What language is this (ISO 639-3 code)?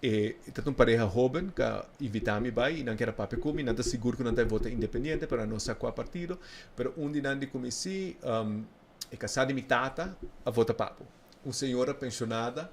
pap